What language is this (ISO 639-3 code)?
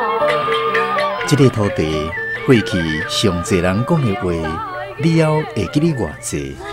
nan